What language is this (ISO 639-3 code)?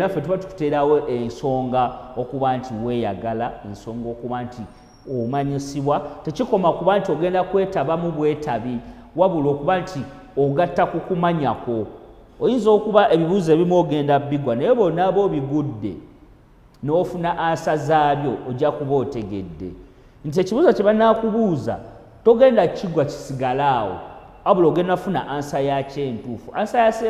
lug